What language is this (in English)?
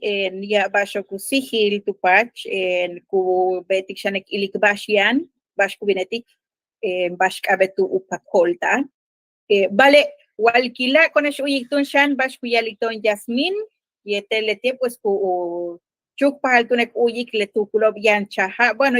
Yucateco